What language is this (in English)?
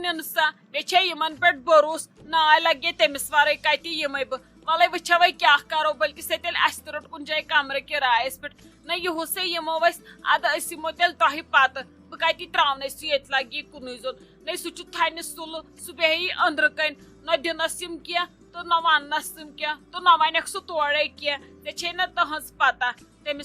Kashmiri